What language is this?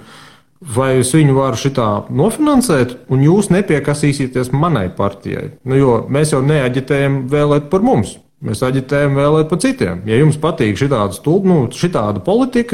Latvian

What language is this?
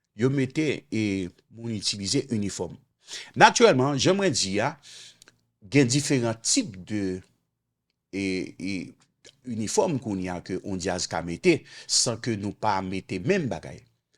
Haitian Creole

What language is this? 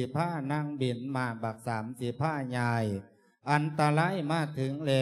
Lao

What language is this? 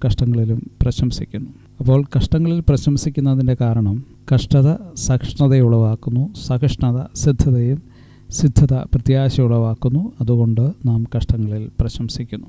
Malayalam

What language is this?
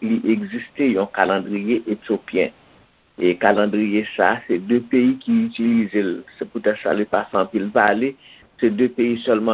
Haitian Creole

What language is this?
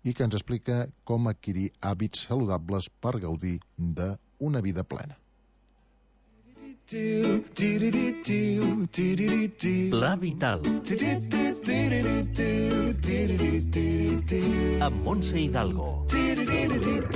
Catalan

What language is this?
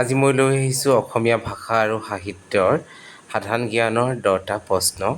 Assamese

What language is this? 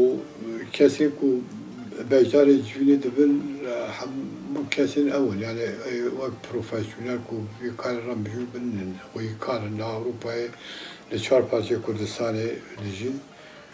Kurdish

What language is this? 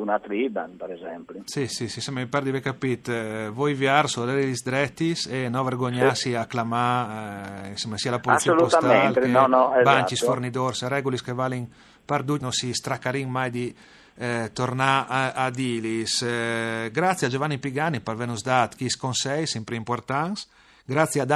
Friulian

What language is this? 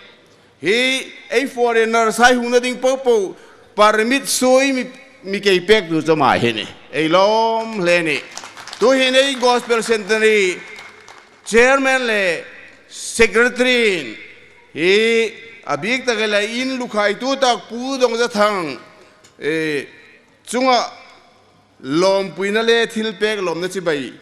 Hmar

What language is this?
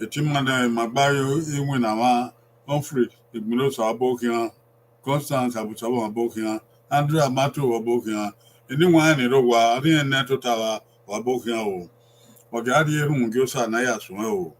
Bini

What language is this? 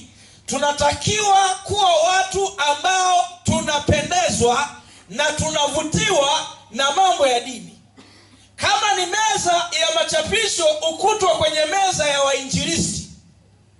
Swahili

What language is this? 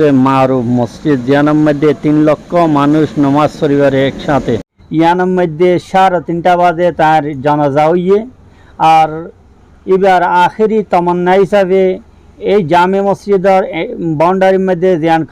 Rohingya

